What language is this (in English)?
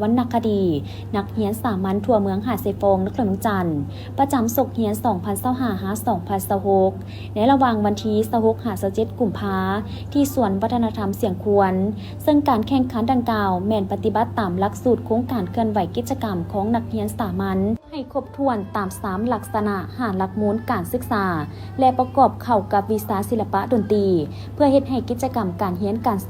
Lao